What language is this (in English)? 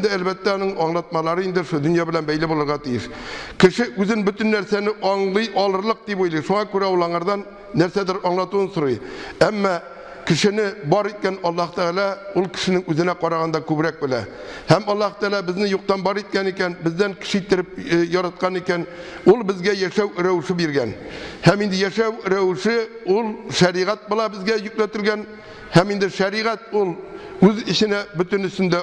Tatar